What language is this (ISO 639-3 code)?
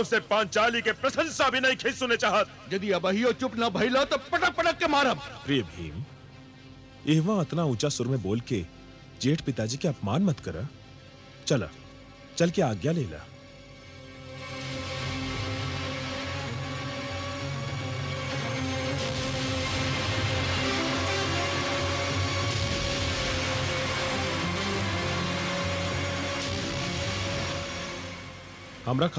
bho